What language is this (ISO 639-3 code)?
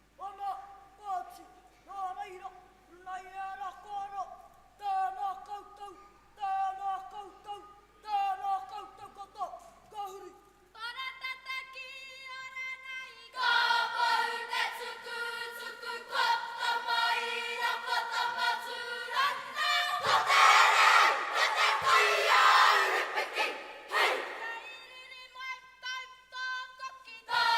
mri